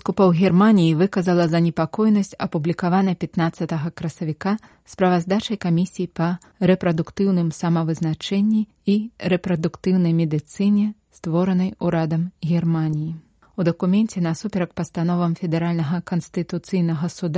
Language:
Belarusian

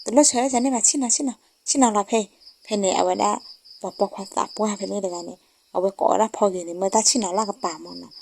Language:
S'gaw Karen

